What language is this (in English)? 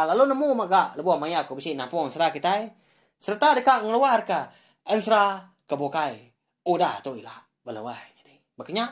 Iban